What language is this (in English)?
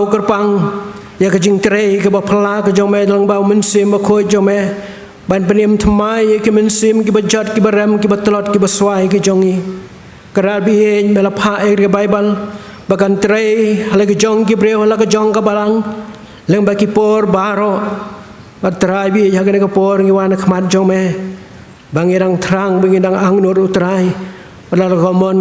Khasi